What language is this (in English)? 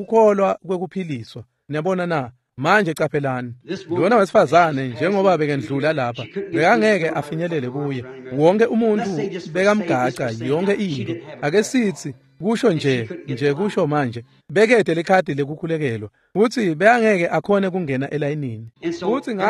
Swati